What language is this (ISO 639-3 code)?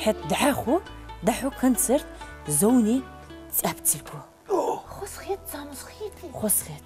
inh